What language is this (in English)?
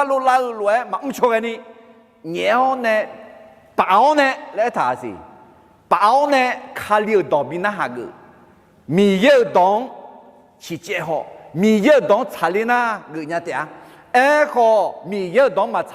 Akha